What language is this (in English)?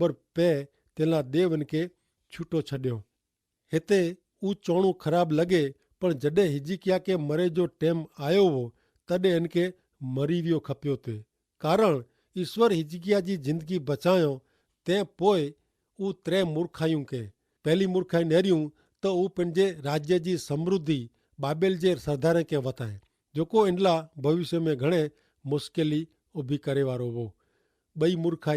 Kachhi